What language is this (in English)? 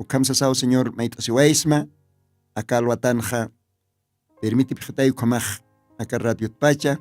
Aymara